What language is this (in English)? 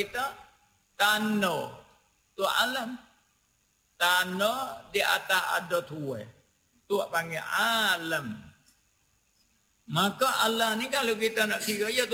Malay